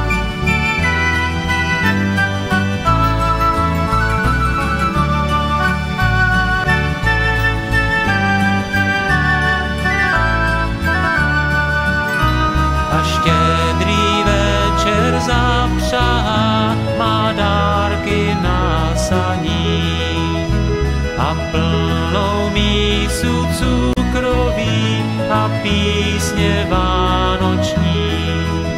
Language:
Czech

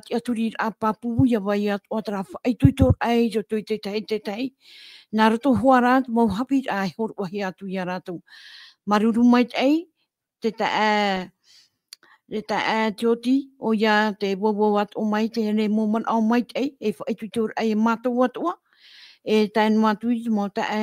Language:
Tahitian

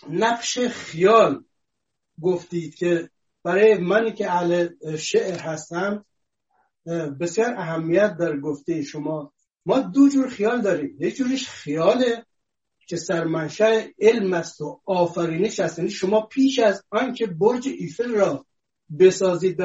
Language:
Persian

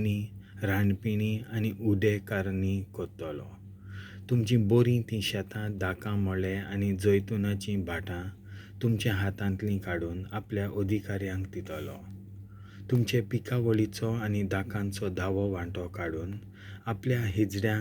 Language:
Konkani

